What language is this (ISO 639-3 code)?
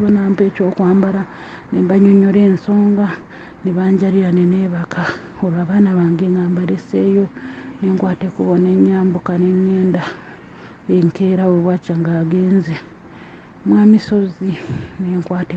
lug